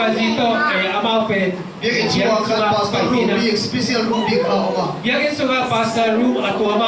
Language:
Tedim Chin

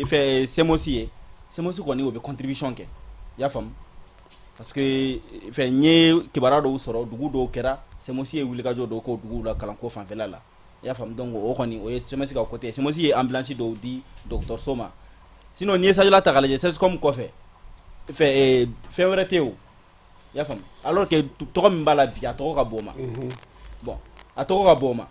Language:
Bambara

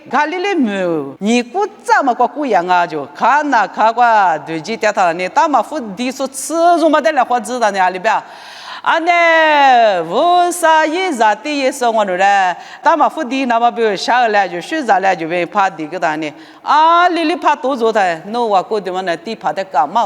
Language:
Lisu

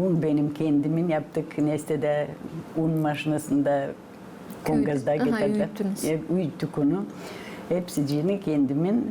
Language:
Gagauz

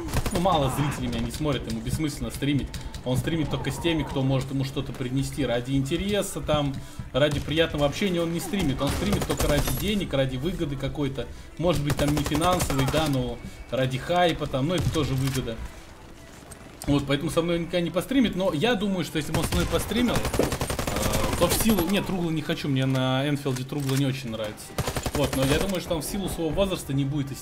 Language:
Russian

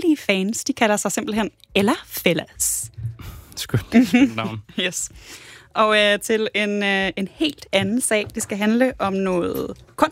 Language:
Danish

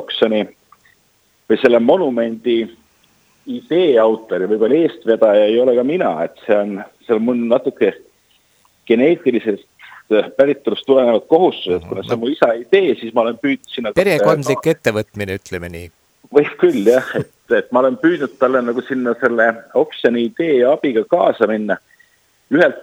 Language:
Estonian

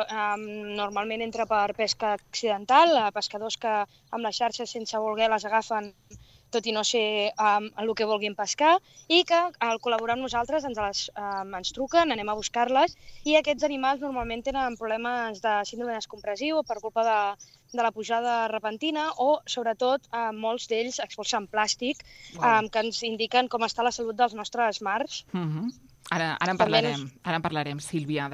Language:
Catalan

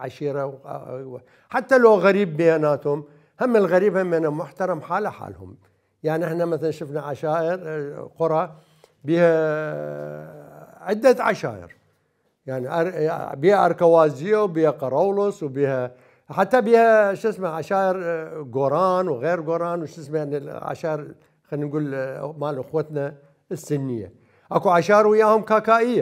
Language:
Mesopotamian Arabic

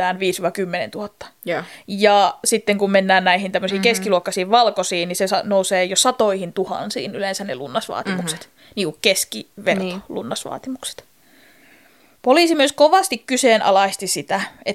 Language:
Finnish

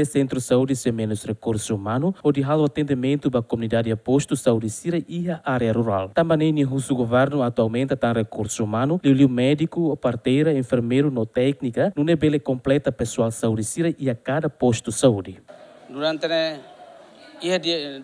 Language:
Tetum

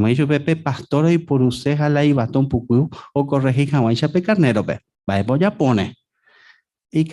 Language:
Guarani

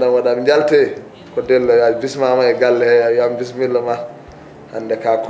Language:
Fula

